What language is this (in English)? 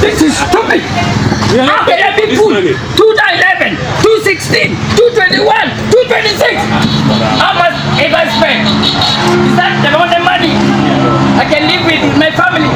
Acoli